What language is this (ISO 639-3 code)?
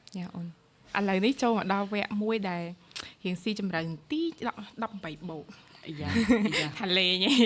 khm